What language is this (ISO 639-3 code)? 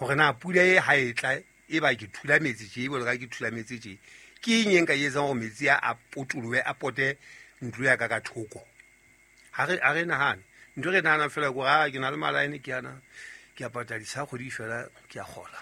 sot